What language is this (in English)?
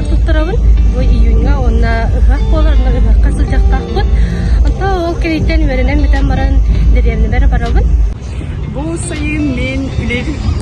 Yakut